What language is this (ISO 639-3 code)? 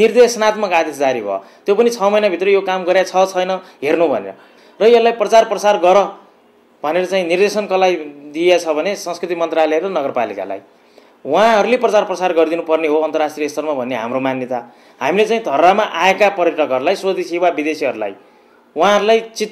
nep